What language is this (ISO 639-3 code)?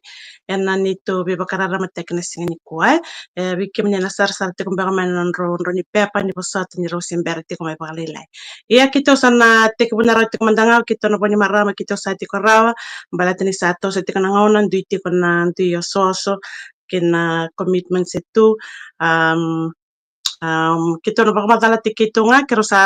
fij